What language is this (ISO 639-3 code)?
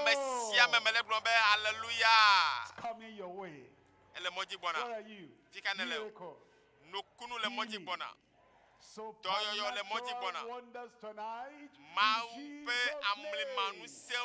ewe